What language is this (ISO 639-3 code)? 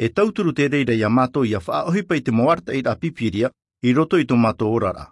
tah